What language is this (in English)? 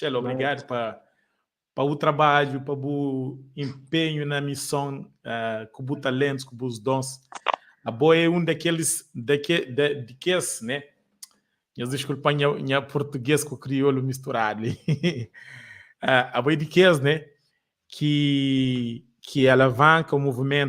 Kabuverdianu